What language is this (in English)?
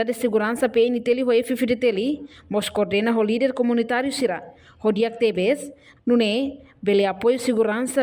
Tetum